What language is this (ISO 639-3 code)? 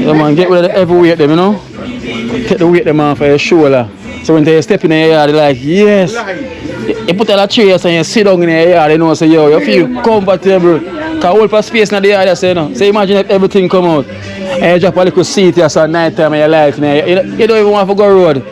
jam